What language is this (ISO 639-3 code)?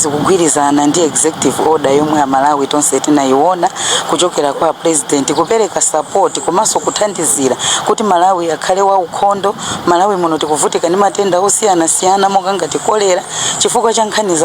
nya